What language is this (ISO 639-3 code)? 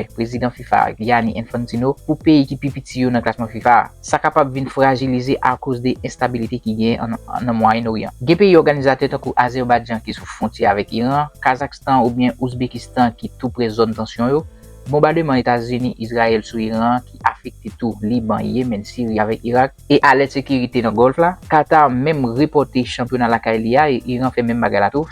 hat